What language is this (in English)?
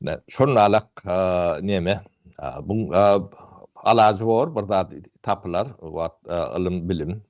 Turkmen